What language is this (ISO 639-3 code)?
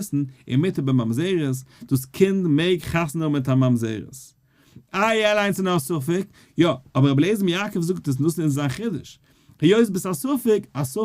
yid